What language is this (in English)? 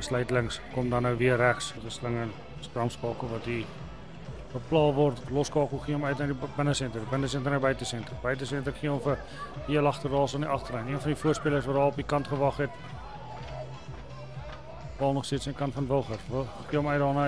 Afrikaans